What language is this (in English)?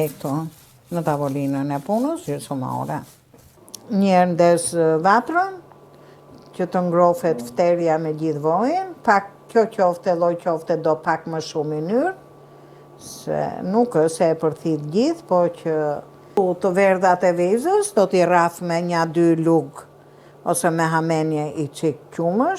Albanian